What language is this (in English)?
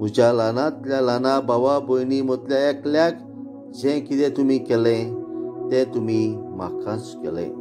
Konkani